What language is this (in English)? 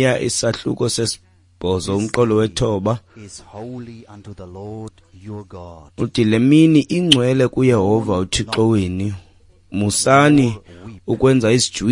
Xhosa